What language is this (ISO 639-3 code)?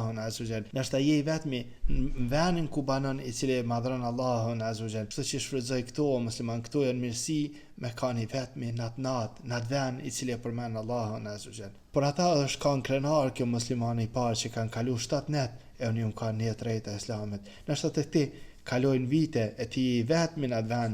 sqi